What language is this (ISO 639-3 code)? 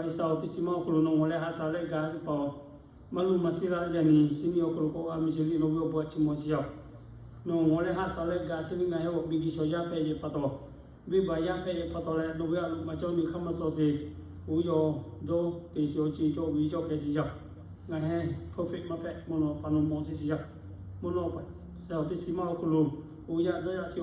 lhu